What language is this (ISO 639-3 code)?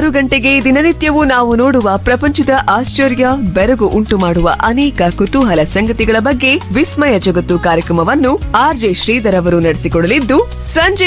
kan